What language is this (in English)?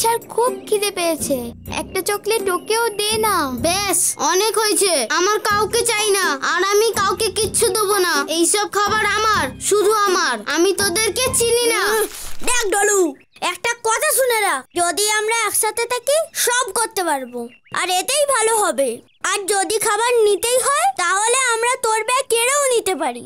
Bangla